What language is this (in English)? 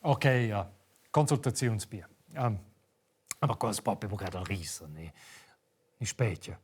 Romansh